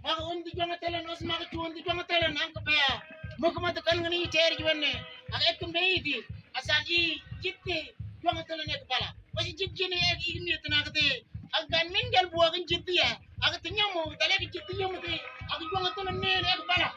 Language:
Mabaan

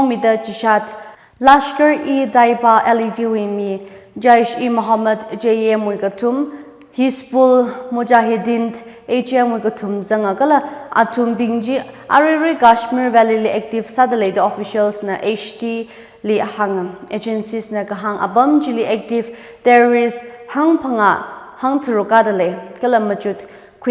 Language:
Tangkhul Naga (India)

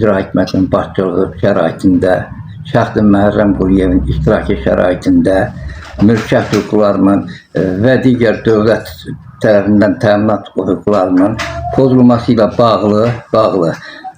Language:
Azerbaijani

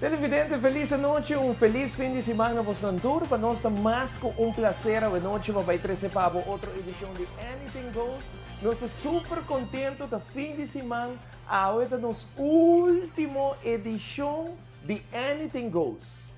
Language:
Papiamento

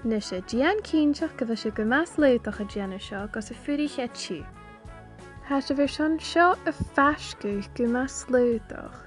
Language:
Scottish Gaelic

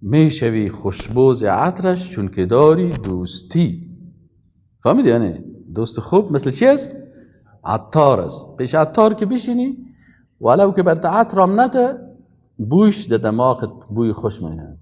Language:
Persian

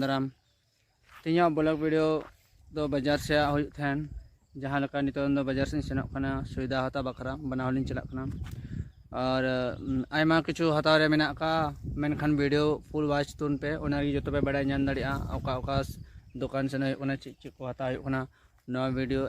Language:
Santali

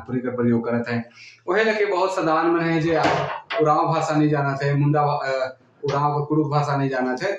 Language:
Sadri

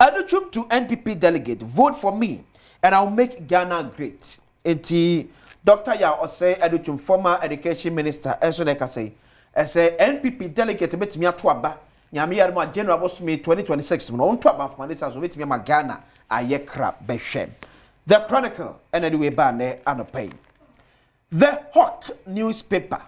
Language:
Akan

